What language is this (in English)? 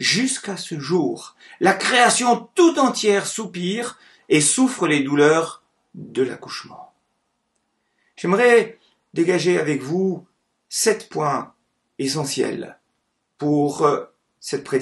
French